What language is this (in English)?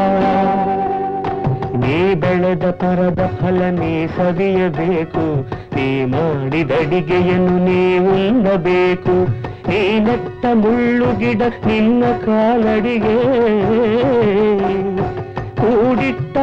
Kannada